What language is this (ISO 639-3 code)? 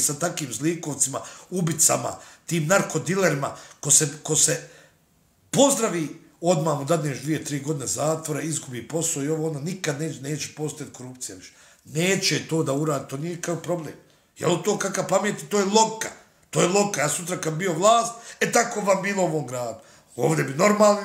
bos